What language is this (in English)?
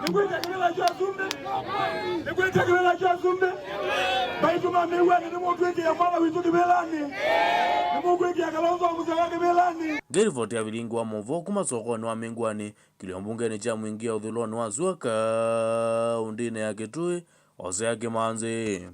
Kamba